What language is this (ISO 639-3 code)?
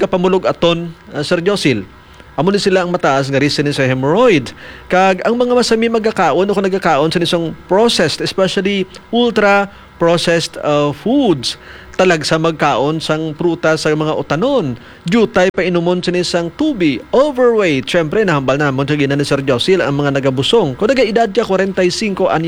hil